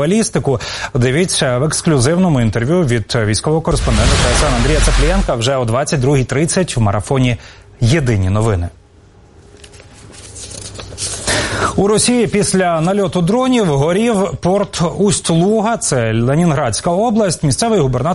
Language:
Ukrainian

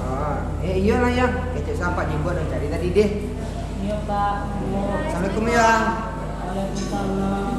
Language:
Minangkabau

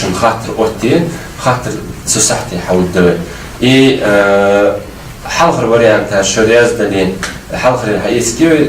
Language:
Ingush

